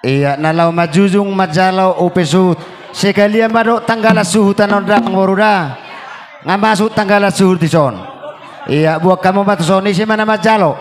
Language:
Batak Toba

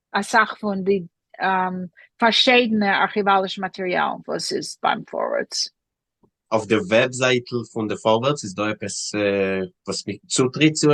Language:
Yiddish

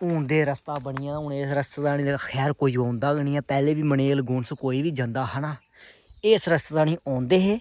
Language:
Dogri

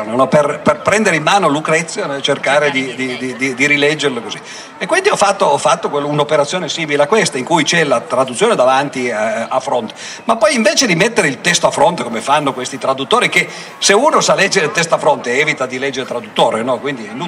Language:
Italian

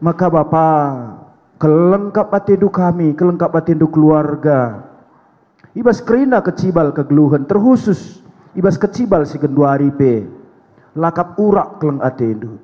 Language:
Batak Karo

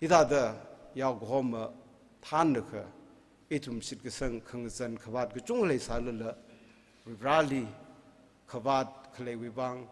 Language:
Tangkhul Naga (India)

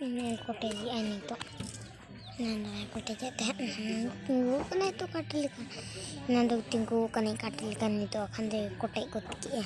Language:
Santali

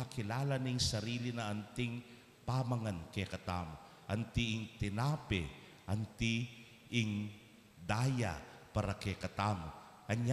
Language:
Pampanga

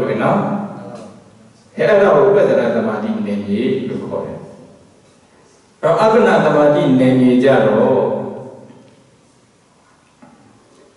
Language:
Burmese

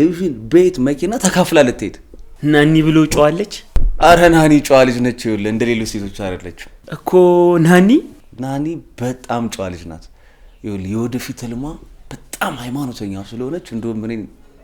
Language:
Amharic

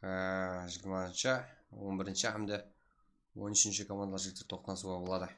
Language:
Kara-Kalpak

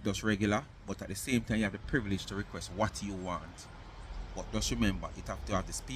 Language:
Jamaican Creole English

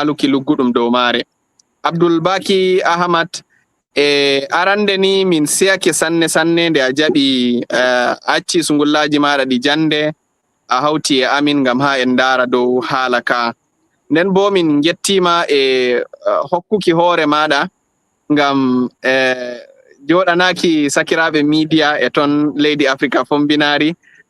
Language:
Fula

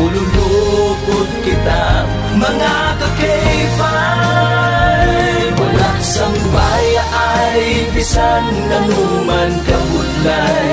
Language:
Hiligaynon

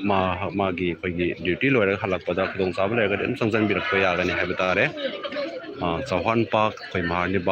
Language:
Manipuri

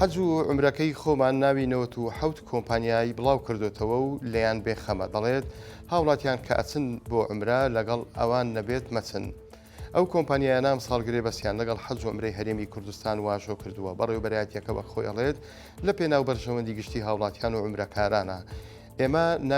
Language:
Central Kurdish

